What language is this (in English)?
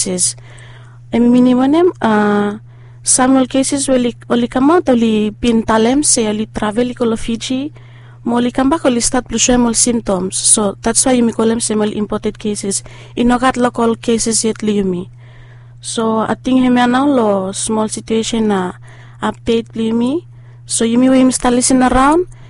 Bislama